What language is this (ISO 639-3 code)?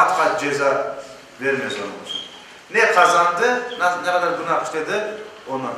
crh